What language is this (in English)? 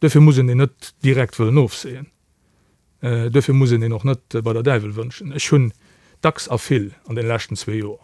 Luxembourgish